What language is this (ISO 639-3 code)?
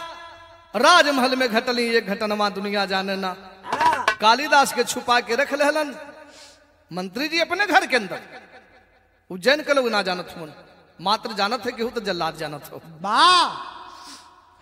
bho